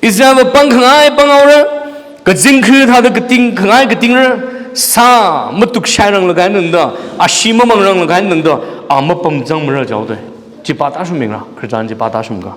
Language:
Tangkhul Naga (India)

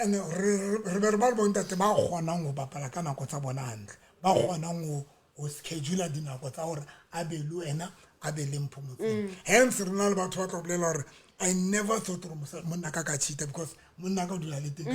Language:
Southern Sotho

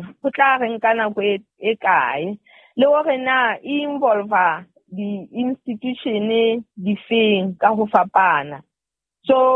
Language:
Southern Sotho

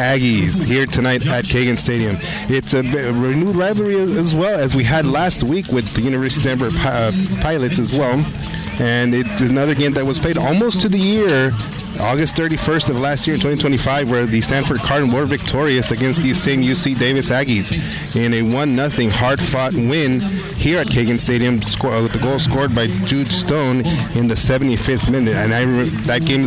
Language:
English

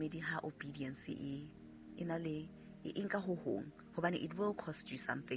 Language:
Southern Sotho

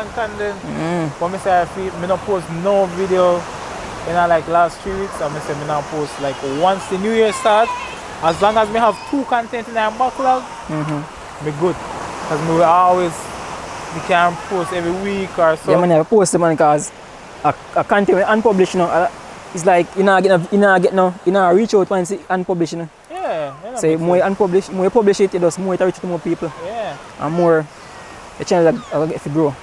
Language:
Jamaican Creole English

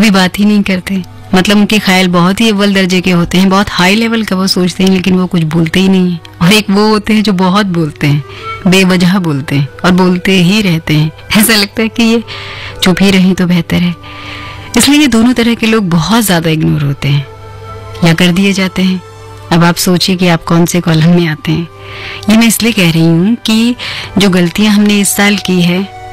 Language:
Hindi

